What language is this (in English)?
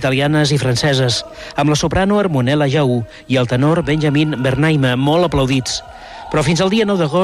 Catalan